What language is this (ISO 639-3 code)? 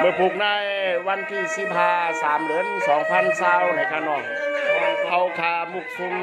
shn